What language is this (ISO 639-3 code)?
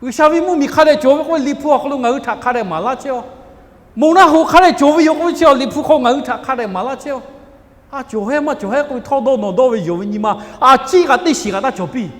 lhu